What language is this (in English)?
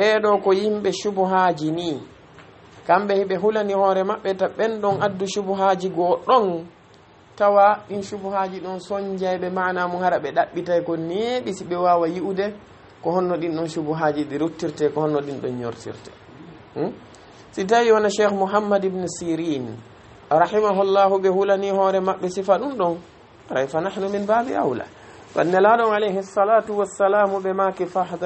Fula